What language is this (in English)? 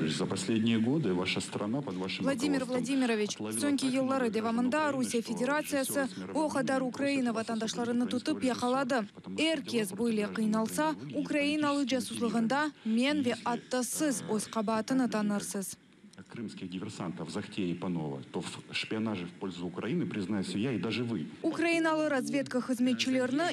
Crimean Tatar